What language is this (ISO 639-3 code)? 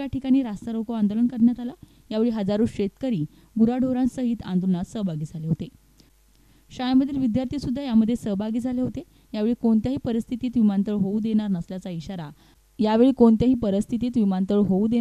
mar